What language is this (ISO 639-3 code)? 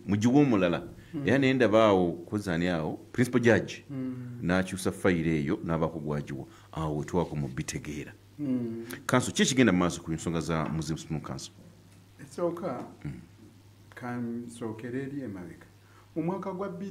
lug